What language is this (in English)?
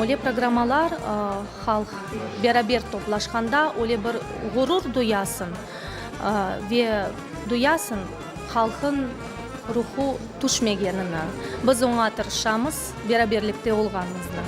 Crimean Tatar